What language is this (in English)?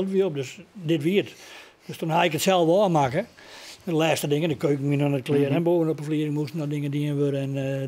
Western Frisian